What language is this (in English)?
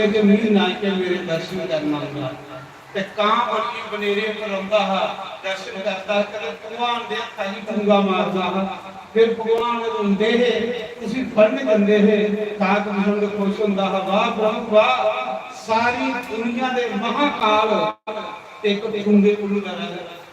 Dogri